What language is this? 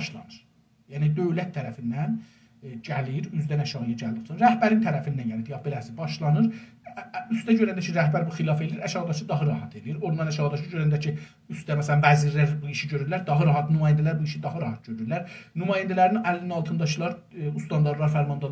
South Azerbaijani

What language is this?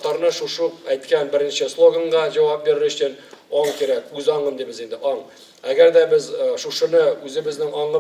Tatar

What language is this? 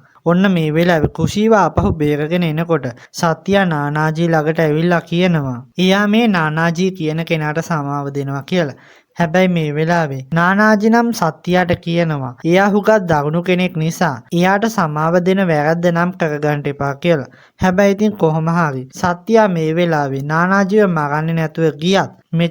Sinhala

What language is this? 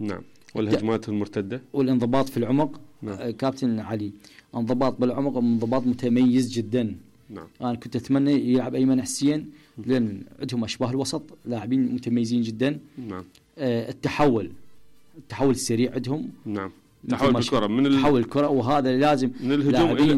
Mesopotamian Arabic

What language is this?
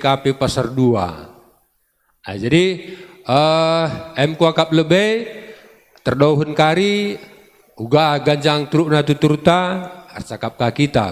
Batak Karo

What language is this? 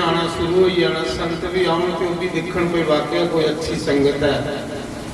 Dogri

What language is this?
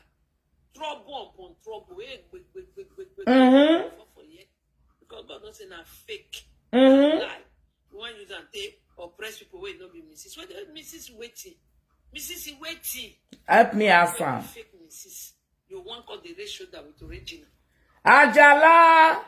Nigerian Pidgin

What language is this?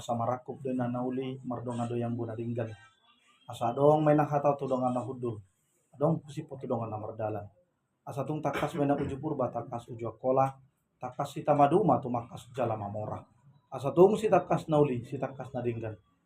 Batak Toba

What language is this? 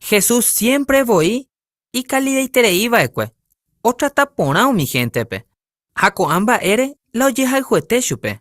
Guarani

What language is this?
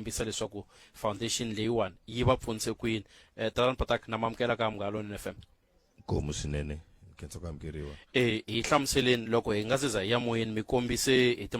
Tsonga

